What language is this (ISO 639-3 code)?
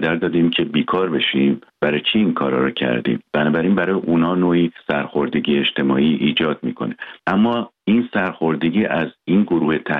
fas